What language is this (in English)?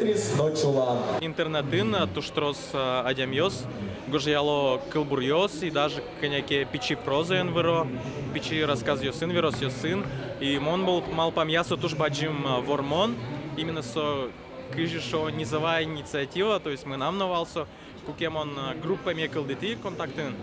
Udmurt